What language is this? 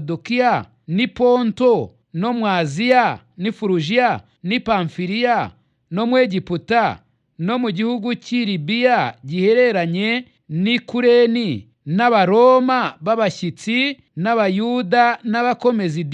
Kinyarwanda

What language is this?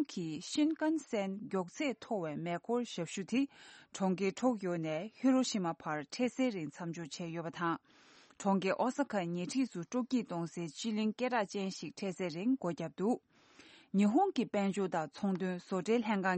Tibetan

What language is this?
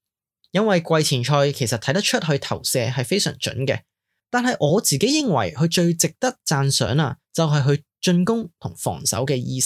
Cantonese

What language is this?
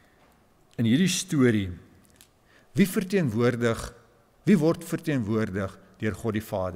Afrikaans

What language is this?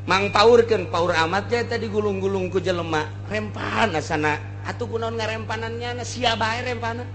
Sundanese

